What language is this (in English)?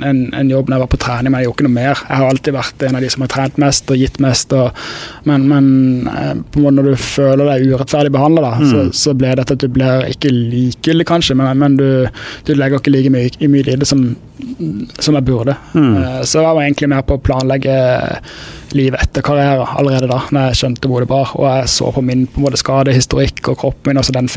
Norwegian